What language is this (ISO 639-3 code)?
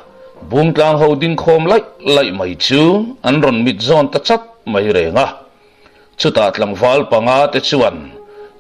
lus